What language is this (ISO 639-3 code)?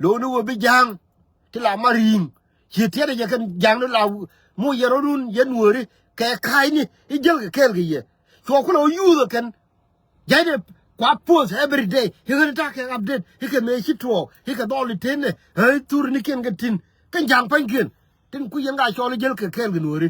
nus